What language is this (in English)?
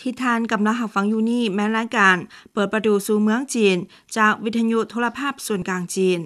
Lao